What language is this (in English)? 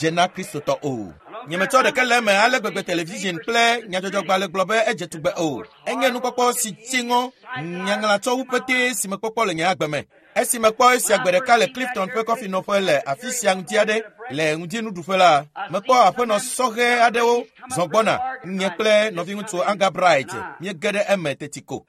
Ewe